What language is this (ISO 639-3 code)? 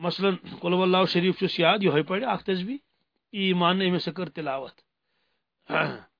kas